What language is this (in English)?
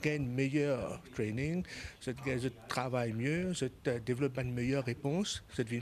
Morisyen